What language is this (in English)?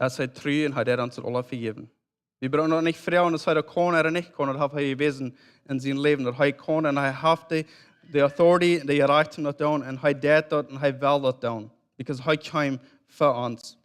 Plautdietsch